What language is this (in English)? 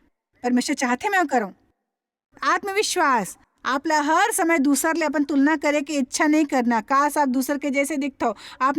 Chhattisgarhi